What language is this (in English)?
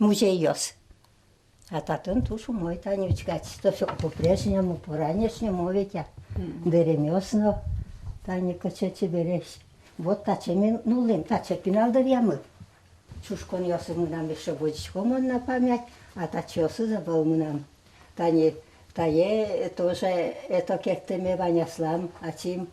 Udmurt